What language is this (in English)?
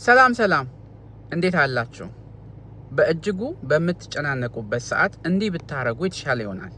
Amharic